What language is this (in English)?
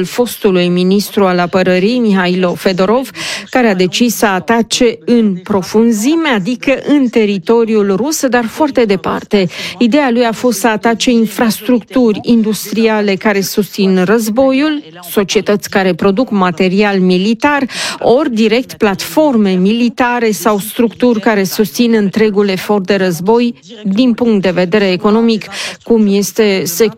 Romanian